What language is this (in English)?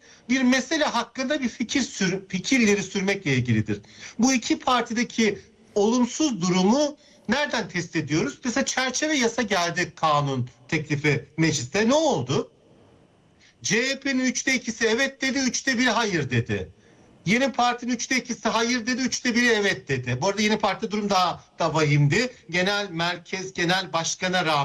Turkish